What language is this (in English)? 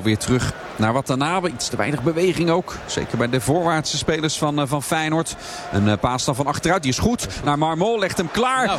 Dutch